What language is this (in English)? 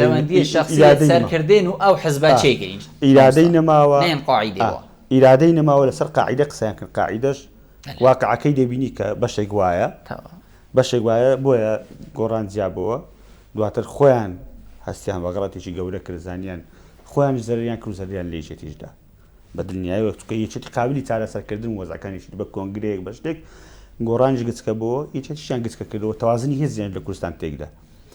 Central Kurdish